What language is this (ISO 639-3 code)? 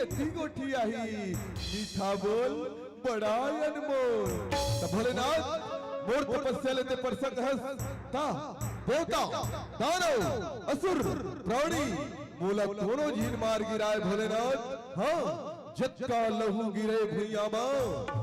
hne